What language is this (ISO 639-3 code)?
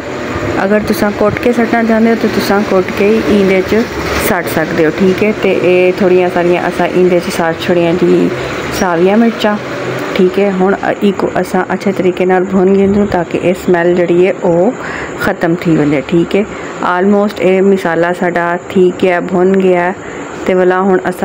skr